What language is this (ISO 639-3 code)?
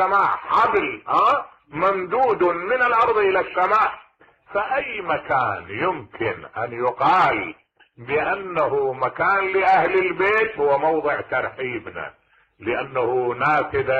acm